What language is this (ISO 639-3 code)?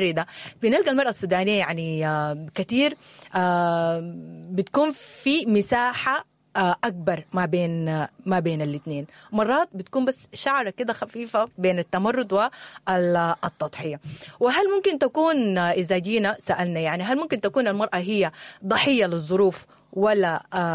apd